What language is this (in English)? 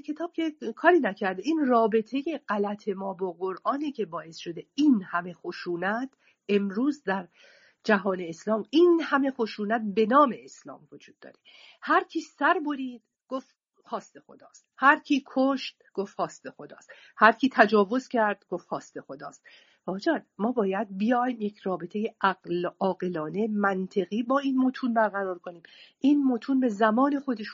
Persian